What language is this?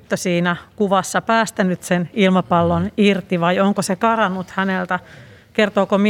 Finnish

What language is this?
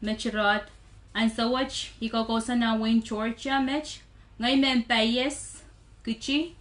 Pohnpeian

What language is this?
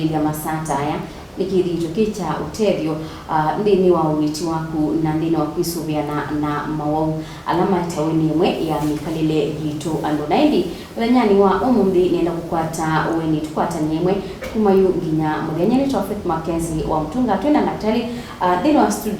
Kamba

